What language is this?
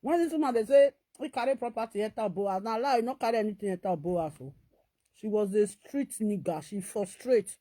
Nigerian Pidgin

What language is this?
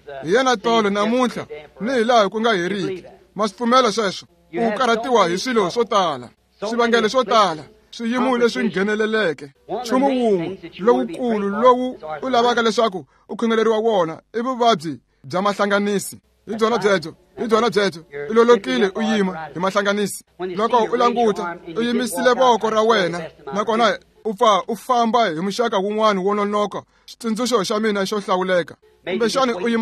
Tsonga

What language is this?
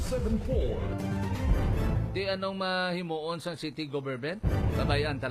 Hiligaynon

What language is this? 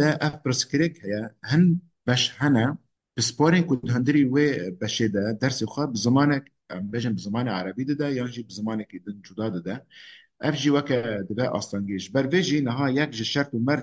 Kurdish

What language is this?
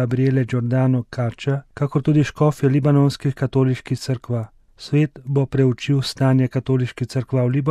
Slovenian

